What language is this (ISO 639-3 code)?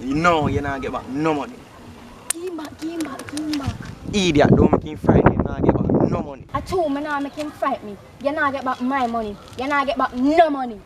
jam